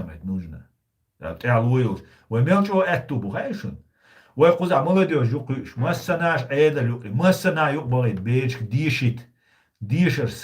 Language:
Chechen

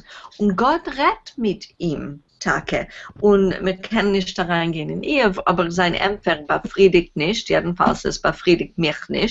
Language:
Yiddish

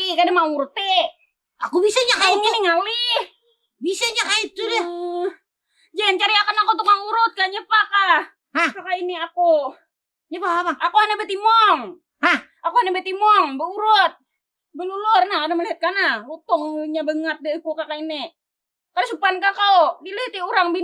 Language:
Banjar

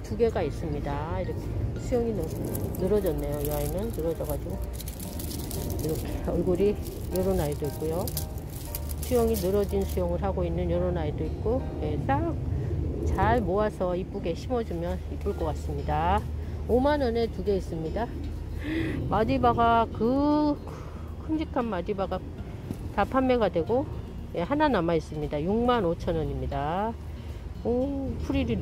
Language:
Korean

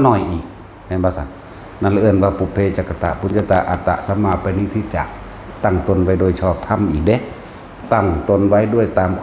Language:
Northeastern Thai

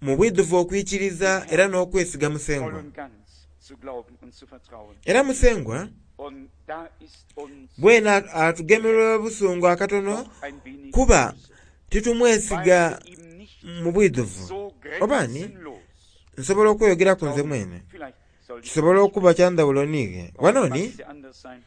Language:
Soga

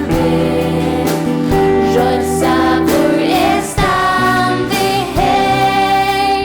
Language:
Faroese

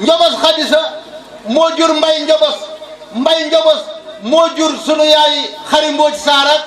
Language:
Wolof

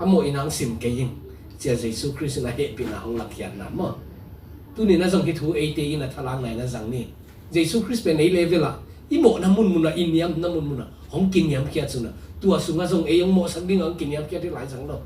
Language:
Tedim Chin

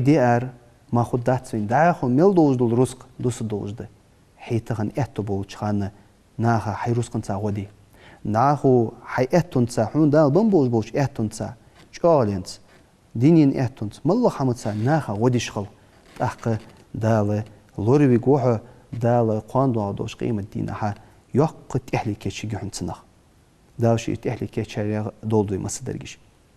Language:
Ingush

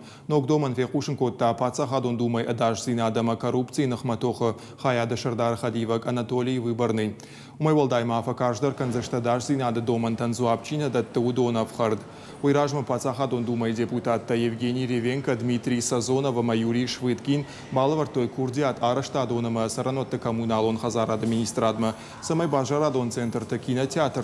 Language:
Ossetic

